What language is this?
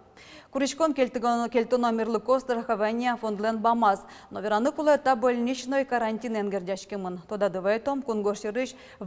Udmurt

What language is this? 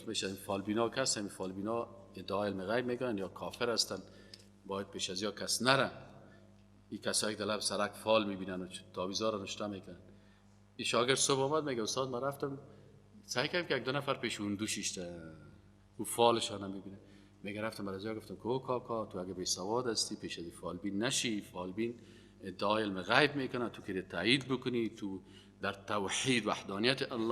Persian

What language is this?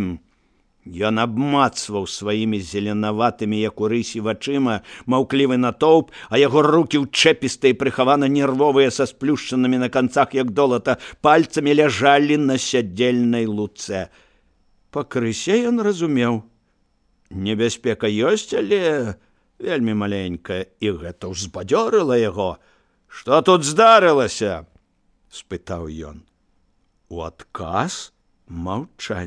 Belarusian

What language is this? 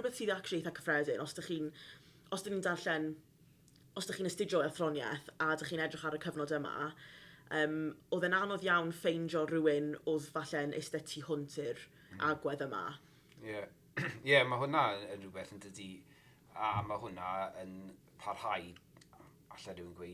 Welsh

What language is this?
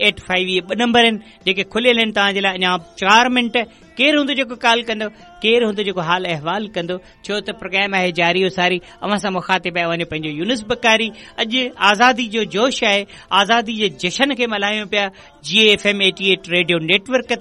Sindhi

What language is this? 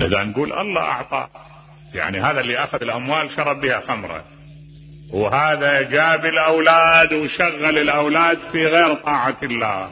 Mesopotamian Arabic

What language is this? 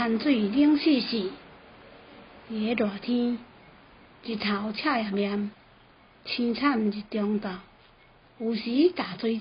Min Nan Chinese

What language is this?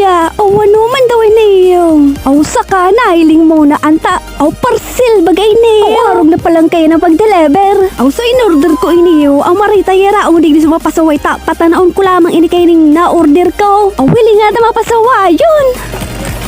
Bikol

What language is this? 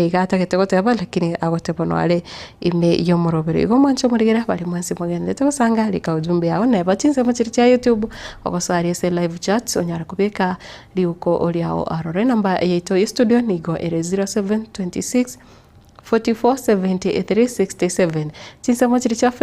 Gusii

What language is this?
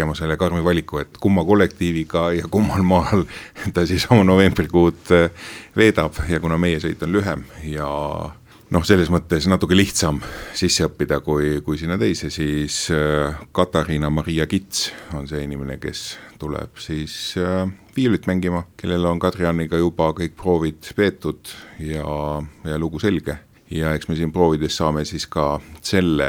Estonian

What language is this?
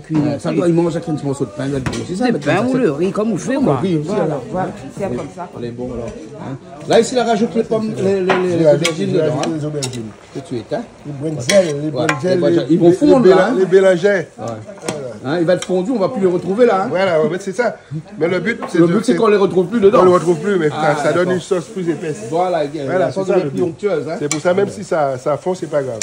Réunion Creole French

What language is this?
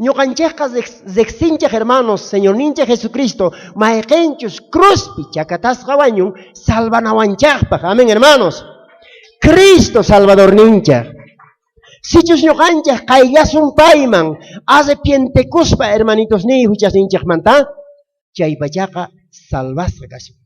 South Bolivian Quechua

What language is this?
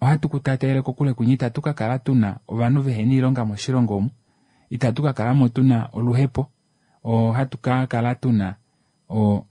Kuanyama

